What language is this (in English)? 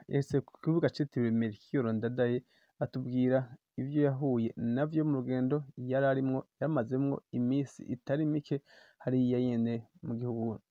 Rundi